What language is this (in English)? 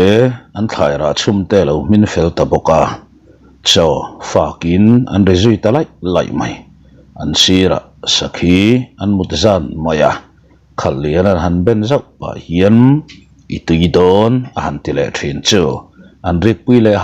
Mizo